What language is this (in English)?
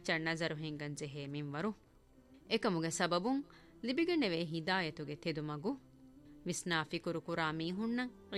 Divehi